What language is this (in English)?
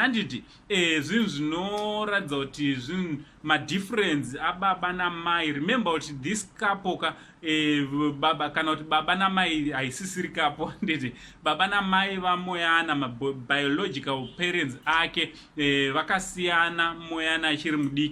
Shona